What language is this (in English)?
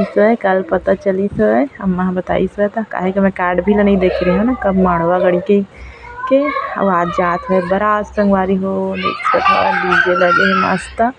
Chhattisgarhi